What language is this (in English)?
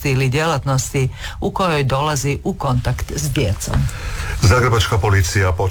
Croatian